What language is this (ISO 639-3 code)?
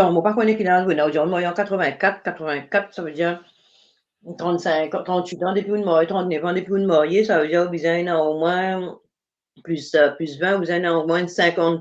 mfe